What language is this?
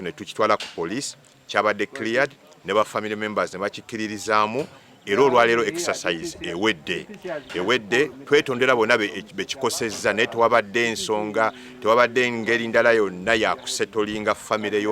Ganda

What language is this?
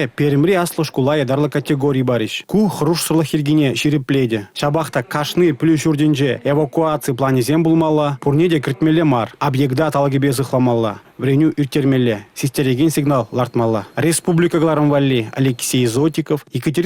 Chuvash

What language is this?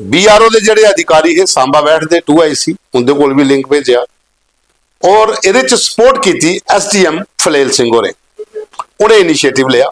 Dogri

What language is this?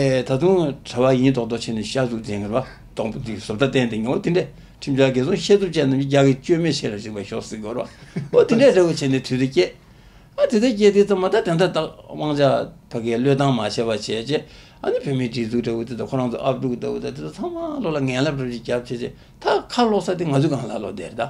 Tibetan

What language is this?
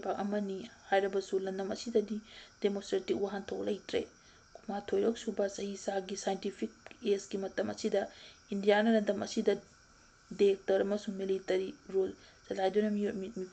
Manipuri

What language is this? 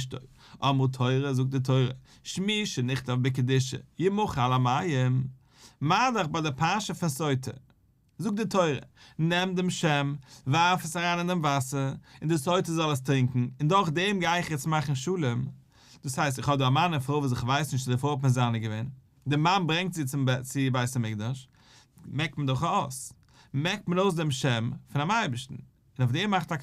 Yiddish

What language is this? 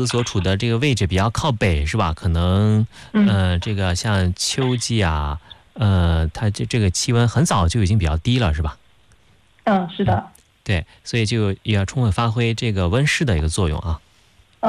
Chinese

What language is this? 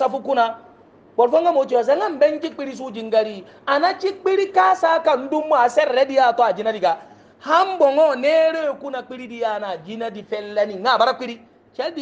Hausa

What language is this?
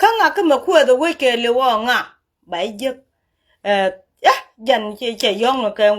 Nuer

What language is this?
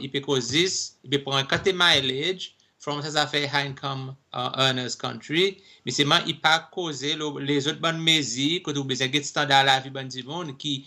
Seselwa Creole French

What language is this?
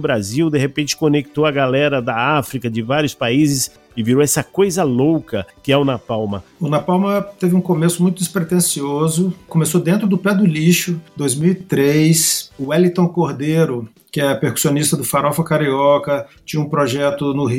Portuguese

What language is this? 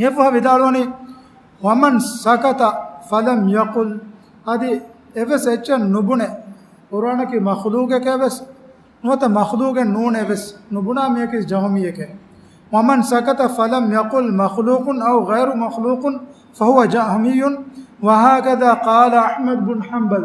Divehi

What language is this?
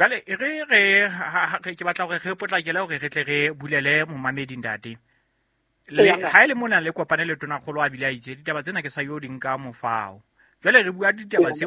Southern Sotho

